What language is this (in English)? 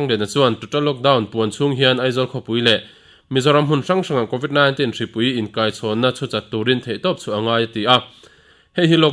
Mizo